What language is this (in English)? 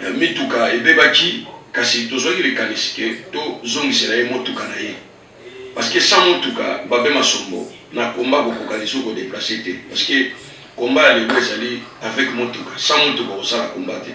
Lingala